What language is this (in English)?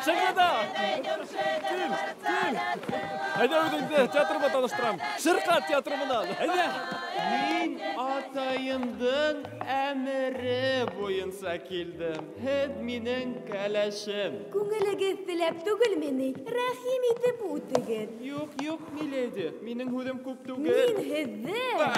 Bashkir